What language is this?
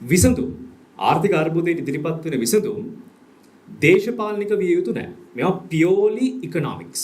Sinhala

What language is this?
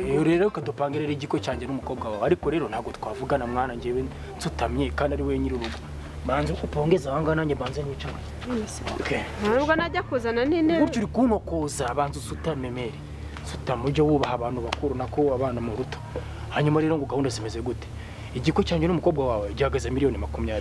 Kinyarwanda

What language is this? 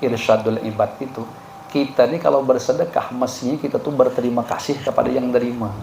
Banjar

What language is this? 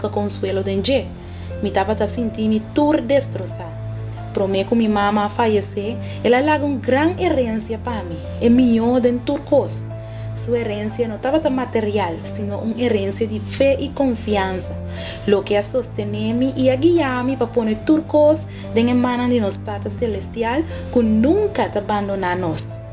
Papiamento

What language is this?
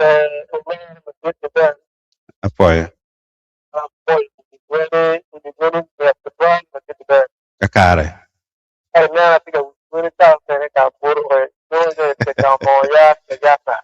Acoli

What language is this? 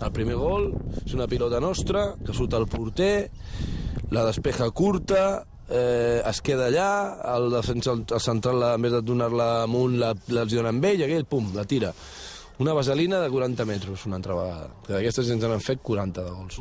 Catalan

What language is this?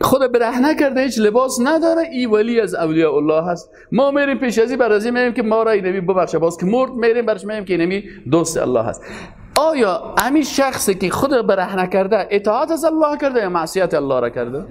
Persian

